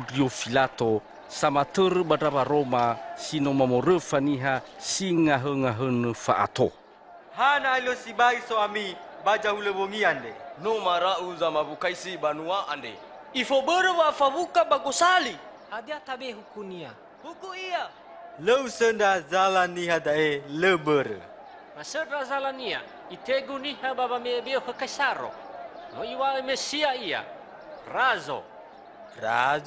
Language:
Nias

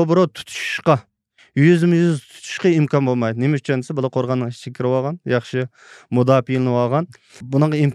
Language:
Uyghur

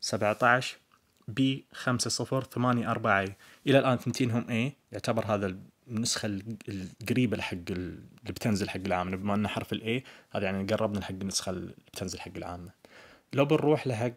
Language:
Najdi Arabic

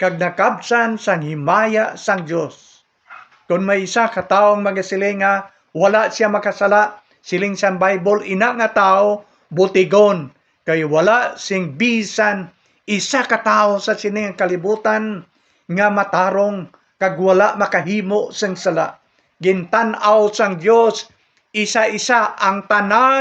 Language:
Hiligaynon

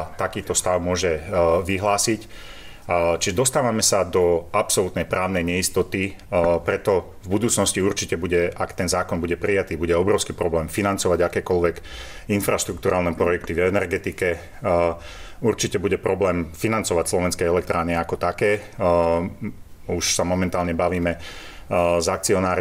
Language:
Slovak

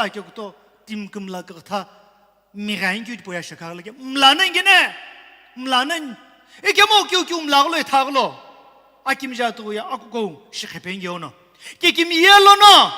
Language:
Sumi Naga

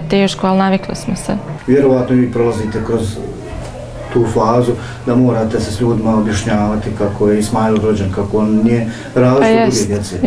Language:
Bosnian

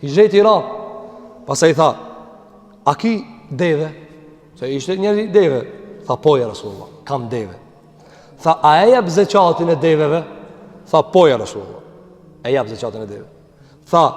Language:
Albanian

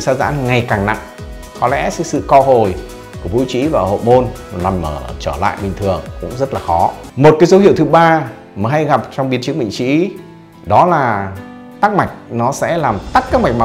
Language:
Vietnamese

